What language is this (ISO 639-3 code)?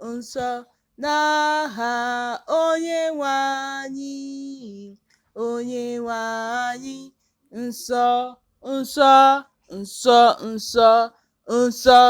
ibo